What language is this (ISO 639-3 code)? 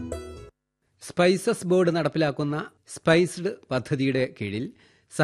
mal